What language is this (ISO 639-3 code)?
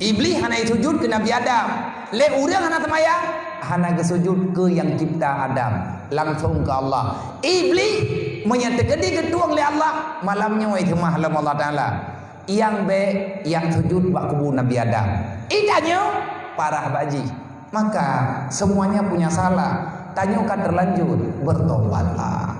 ace